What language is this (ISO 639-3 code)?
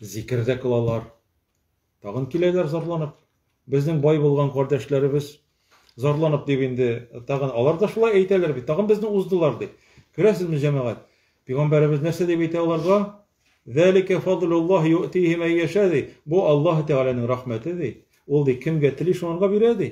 tat